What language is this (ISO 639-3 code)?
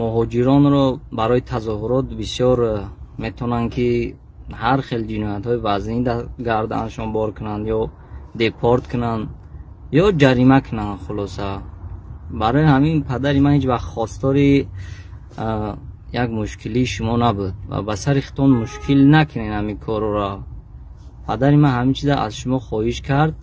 tgk